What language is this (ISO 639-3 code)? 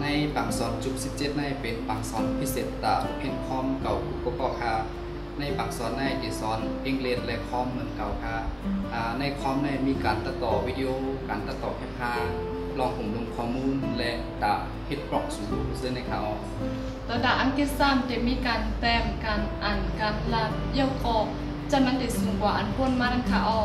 shn